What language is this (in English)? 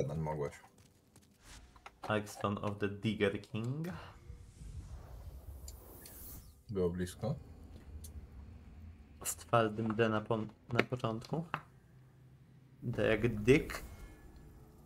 Polish